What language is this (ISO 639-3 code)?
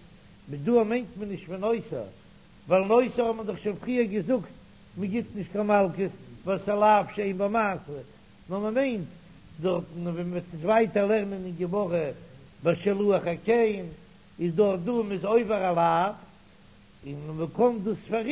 yid